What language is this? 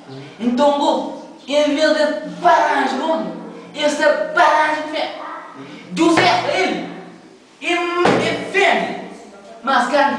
Kabuverdianu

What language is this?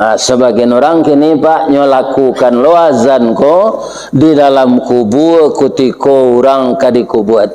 Minangkabau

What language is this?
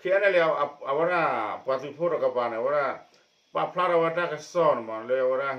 S'gaw Karen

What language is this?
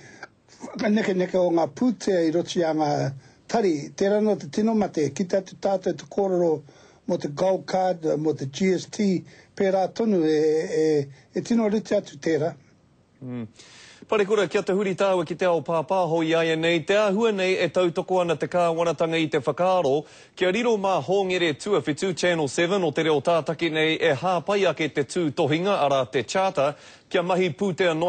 Māori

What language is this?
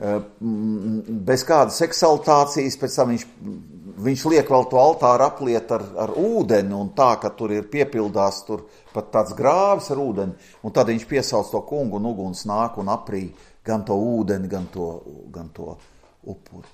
Latvian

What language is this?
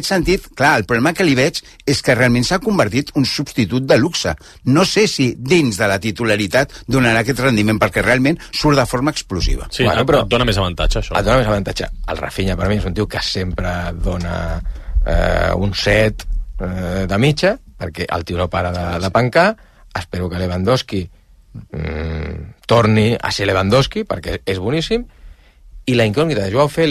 Catalan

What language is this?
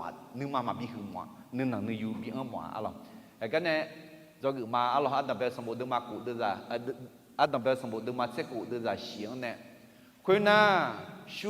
Akha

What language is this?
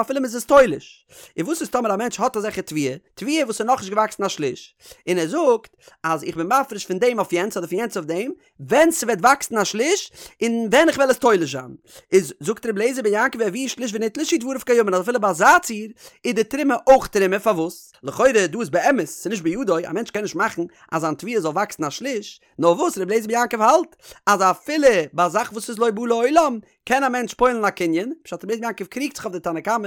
Yiddish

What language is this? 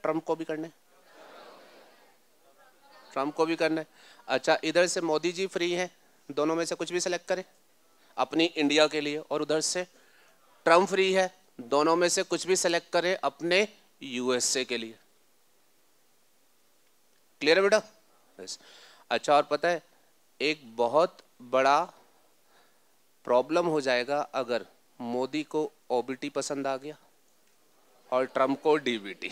Hindi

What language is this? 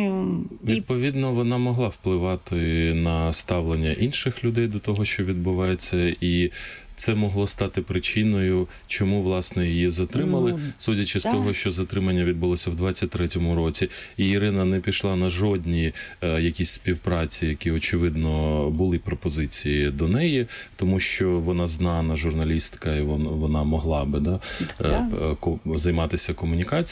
Ukrainian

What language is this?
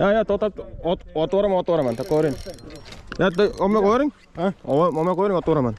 Uzbek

